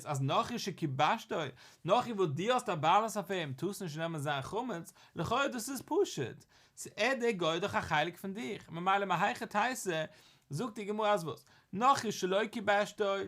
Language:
Yiddish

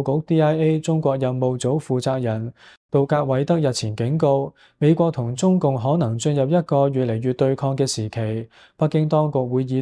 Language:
Cantonese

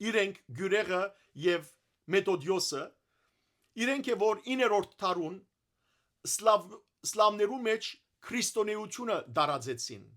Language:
Western Armenian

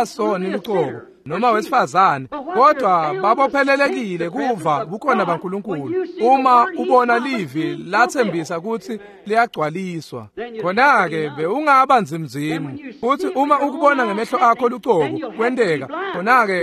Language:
Swati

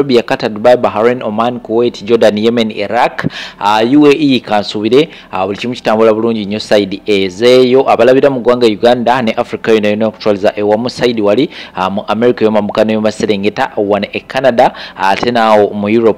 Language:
Ganda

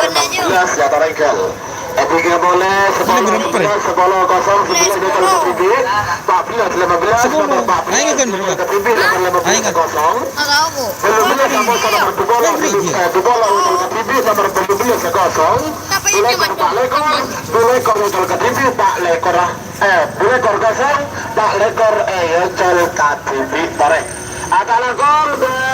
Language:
Madurese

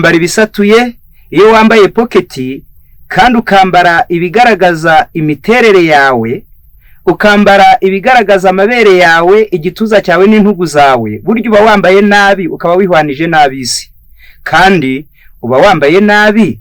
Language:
Kinyarwanda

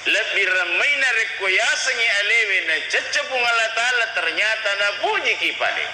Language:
Buginese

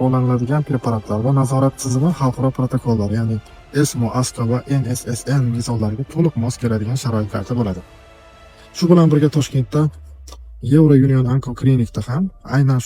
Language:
Uzbek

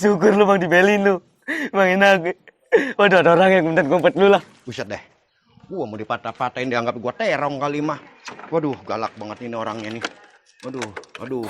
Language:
Betawi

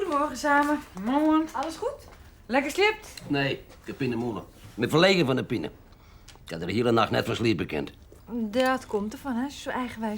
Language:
Western Frisian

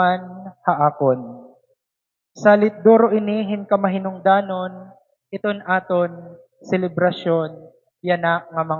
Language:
Waray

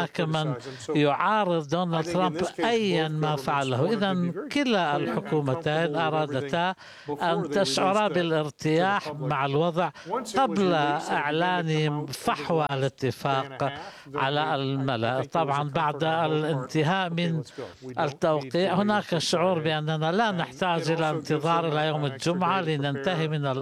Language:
Arabic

